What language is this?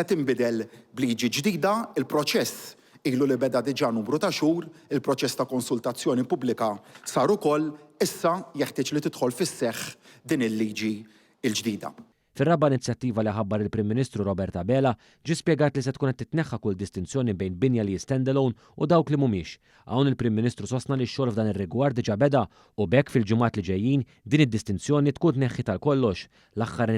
Maltese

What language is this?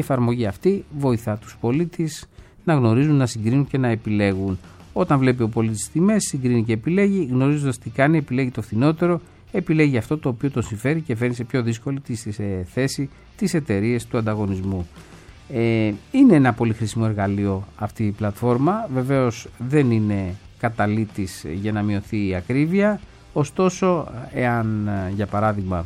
Greek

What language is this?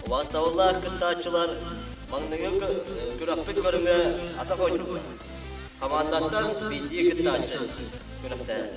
Yakut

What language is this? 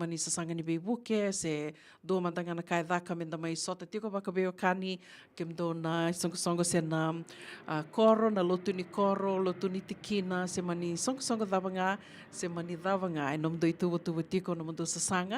Fijian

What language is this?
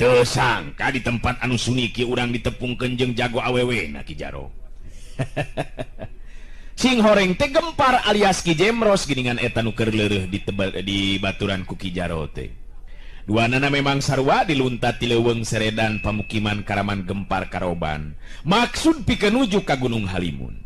Sundanese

